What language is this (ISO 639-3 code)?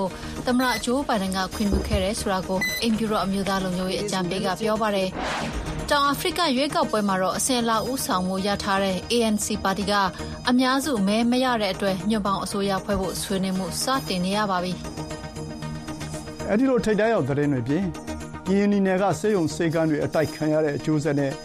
mya